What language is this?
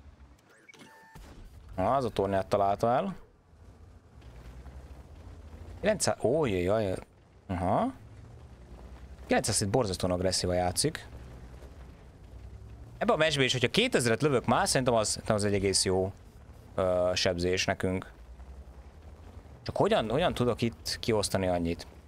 Hungarian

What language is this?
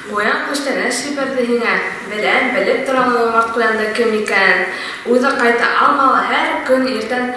Bashkir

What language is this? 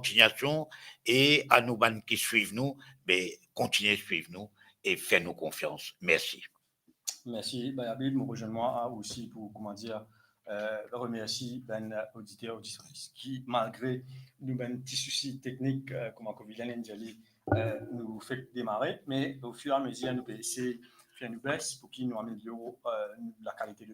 Morisyen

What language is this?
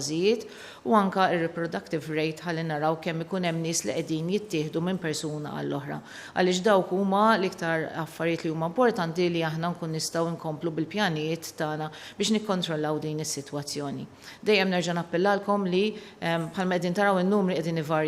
Maltese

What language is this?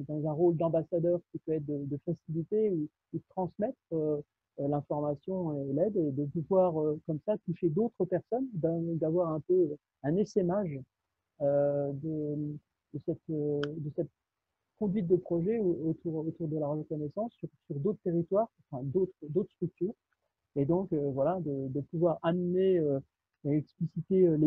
French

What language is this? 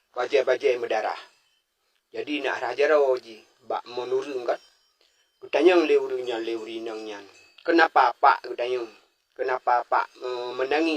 Achinese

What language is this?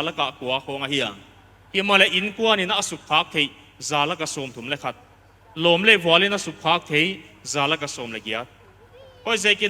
Paite Chin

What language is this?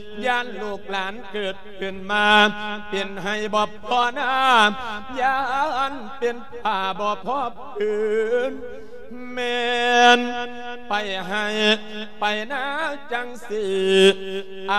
Lao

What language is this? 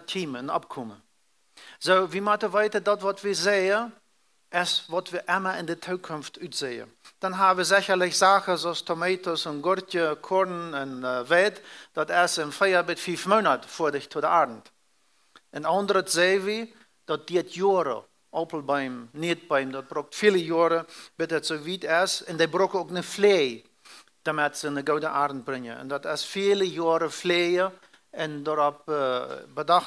Plautdietsch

